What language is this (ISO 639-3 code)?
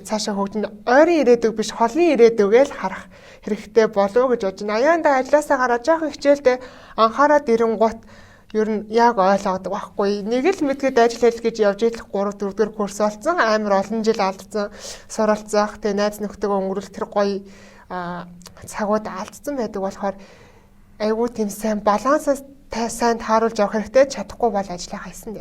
mon